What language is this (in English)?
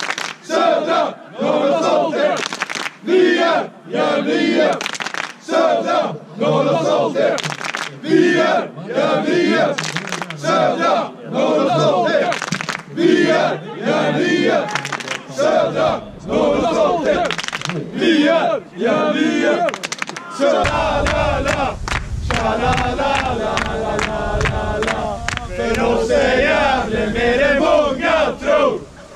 Swedish